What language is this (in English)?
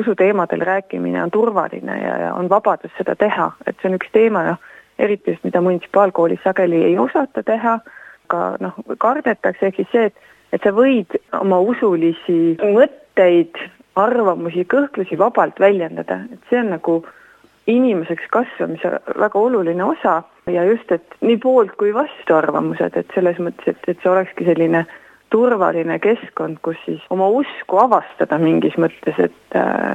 Estonian